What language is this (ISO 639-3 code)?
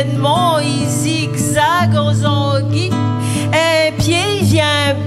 rcf